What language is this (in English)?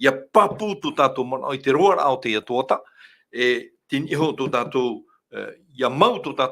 Tahitian